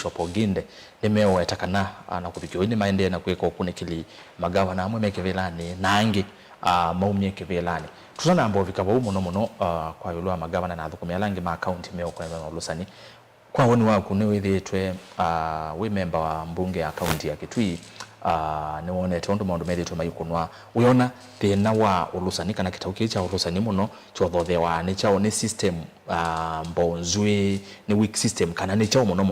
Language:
Kamba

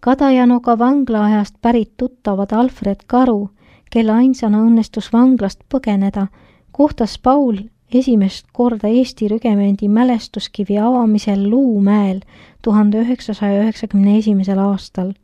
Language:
Estonian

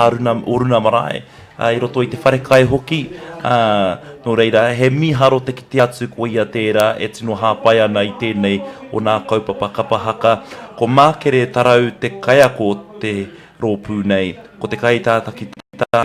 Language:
Māori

